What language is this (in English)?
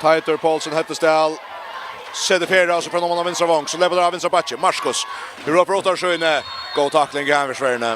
Faroese